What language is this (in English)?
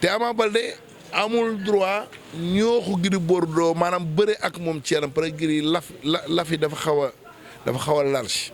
Wolof